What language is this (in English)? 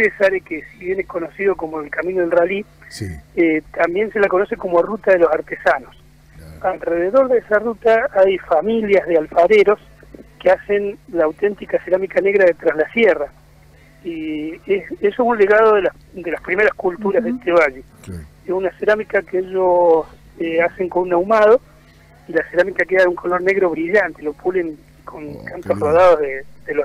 Spanish